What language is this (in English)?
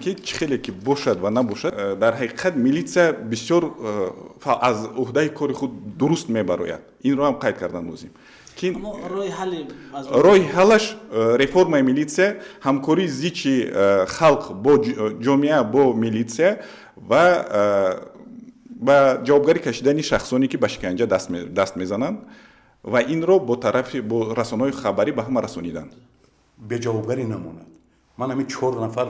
Tajik